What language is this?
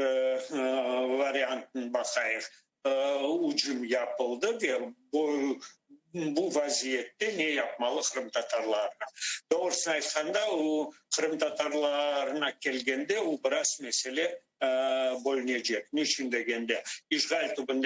Crimean Tatar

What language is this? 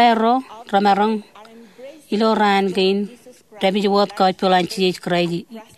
Marshallese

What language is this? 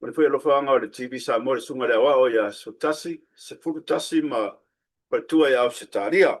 Samoan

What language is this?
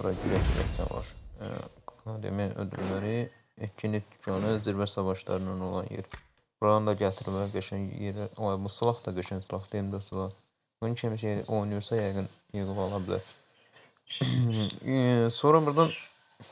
Azerbaijani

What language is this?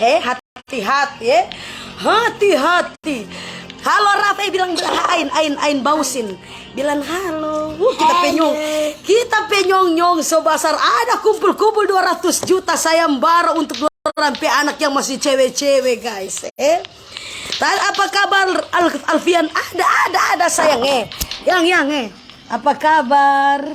Manado Malay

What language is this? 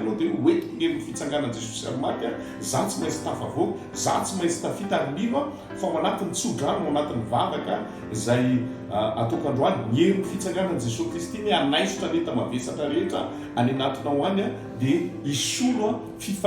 Malagasy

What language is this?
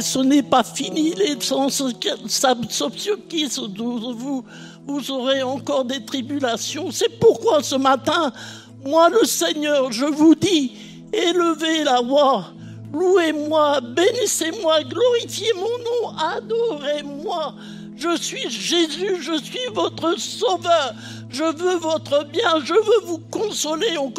French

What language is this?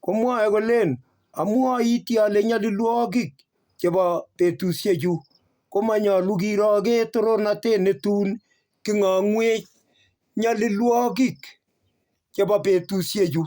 Kalenjin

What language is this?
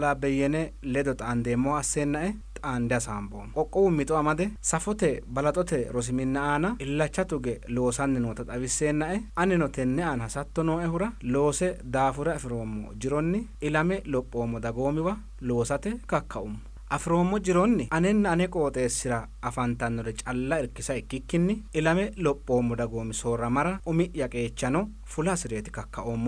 Sidamo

